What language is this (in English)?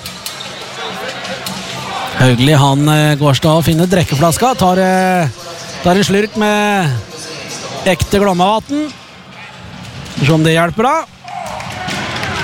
Norwegian